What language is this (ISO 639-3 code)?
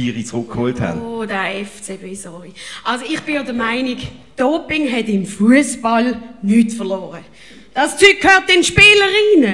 gsw